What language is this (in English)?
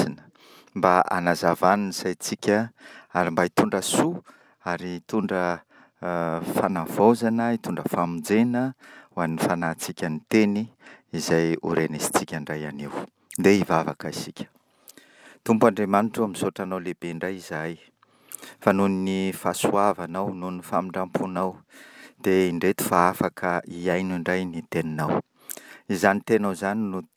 Malagasy